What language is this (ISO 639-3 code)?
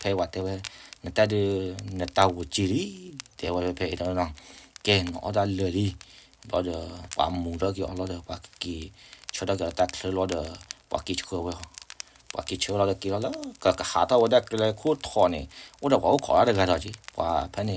ksw